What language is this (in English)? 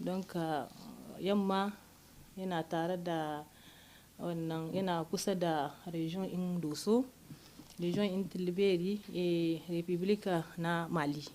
Hausa